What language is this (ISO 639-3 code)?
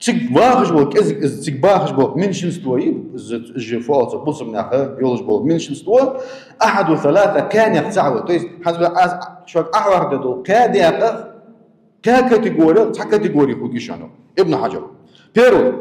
inh